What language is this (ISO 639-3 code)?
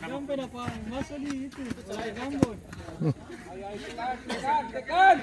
abs